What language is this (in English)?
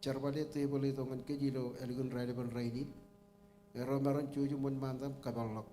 Marshallese